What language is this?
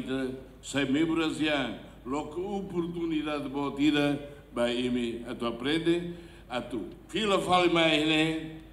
Tetum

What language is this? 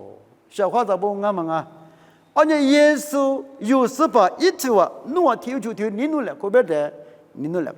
Lisu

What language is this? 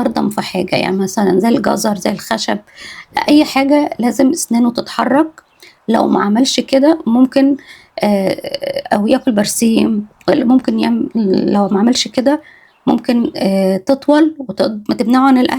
Egyptian Arabic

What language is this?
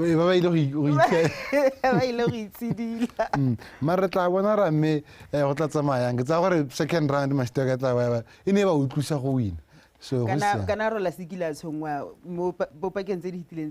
Tswana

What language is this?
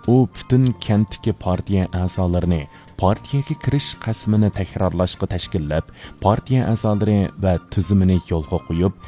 Uyghur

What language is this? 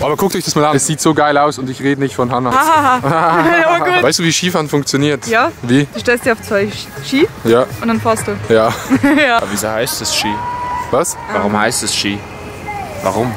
Swiss German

